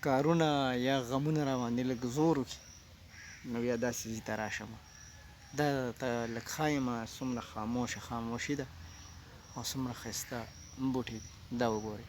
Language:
Pashto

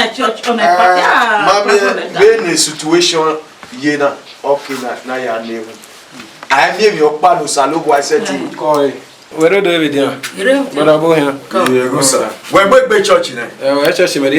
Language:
Bini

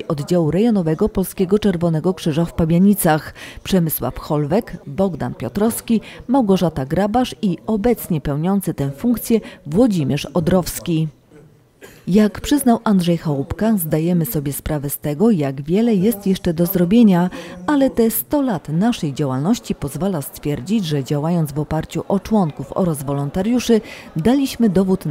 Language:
Polish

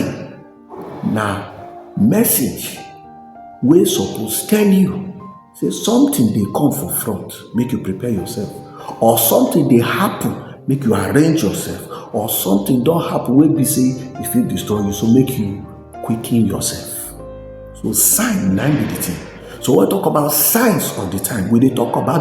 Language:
Nigerian Pidgin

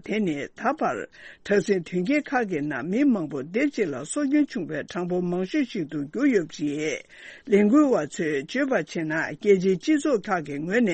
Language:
Tibetan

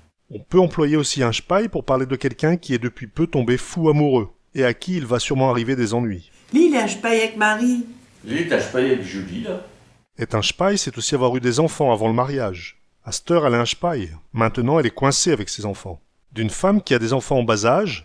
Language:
Picard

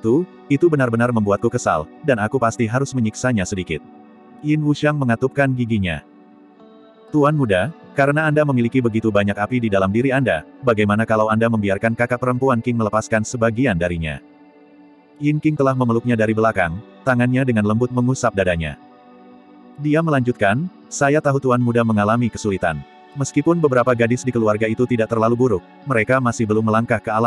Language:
Indonesian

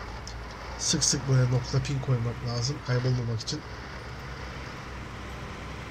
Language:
Turkish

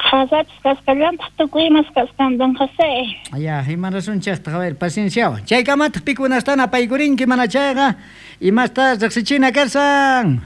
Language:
South Bolivian Quechua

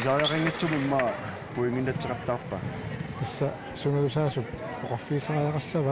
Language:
Kalaallisut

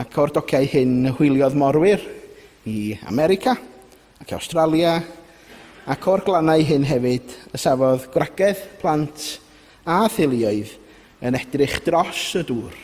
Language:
Welsh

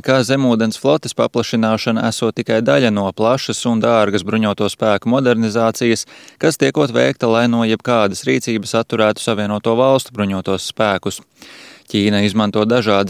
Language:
Latvian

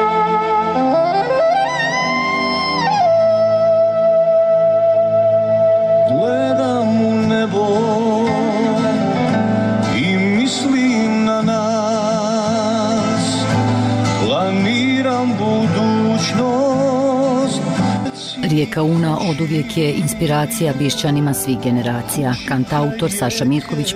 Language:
Bosnian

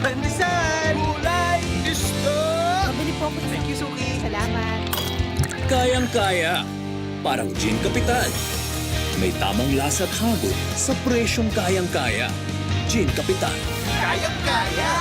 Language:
Bikol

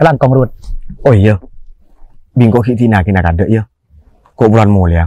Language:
Madurese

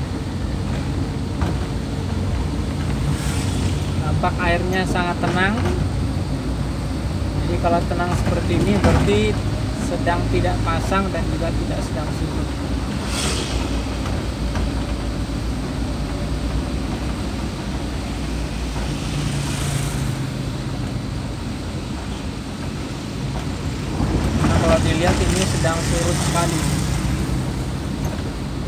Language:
Indonesian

